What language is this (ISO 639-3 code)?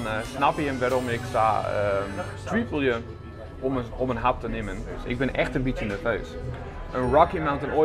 fry